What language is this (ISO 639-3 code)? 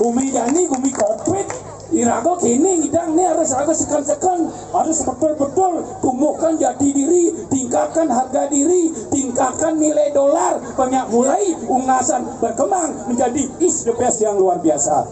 ban